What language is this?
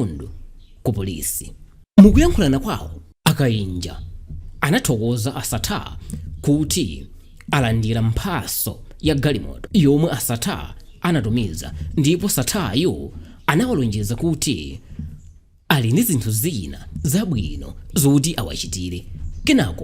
Nyanja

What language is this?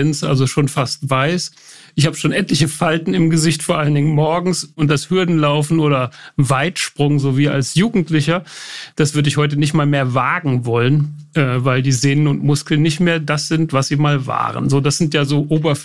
German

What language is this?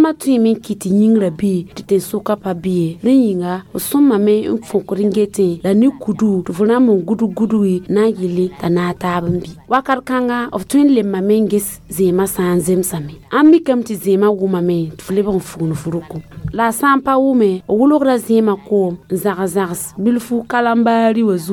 Mossi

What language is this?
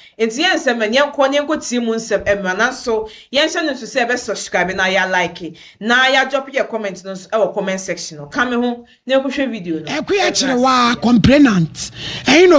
Akan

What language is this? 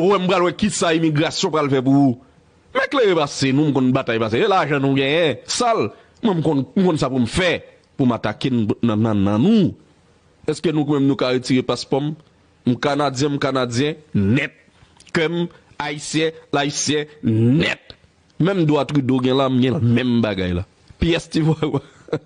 Haitian Creole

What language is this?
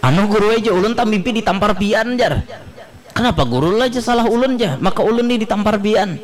Banjar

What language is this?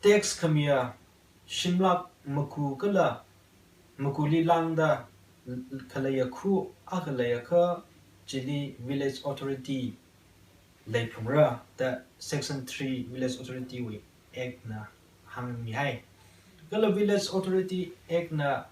Tangkhul Naga (India)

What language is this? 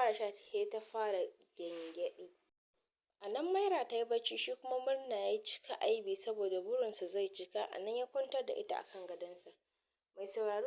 Hausa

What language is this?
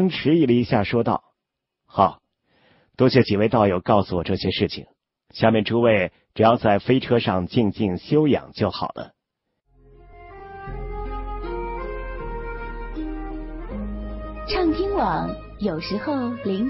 Chinese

